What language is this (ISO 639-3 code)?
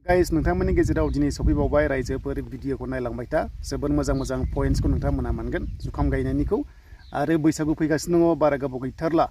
brx